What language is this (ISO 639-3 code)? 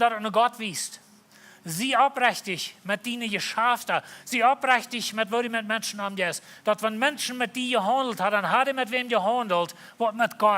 pdt